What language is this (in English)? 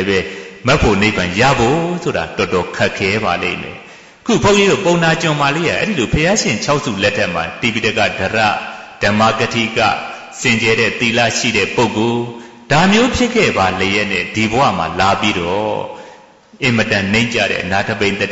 Burmese